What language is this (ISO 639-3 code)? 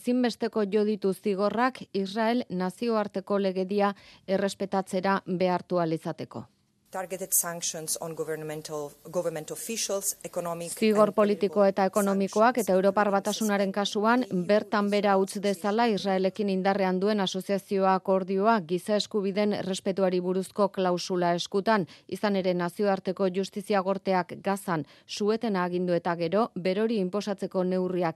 eus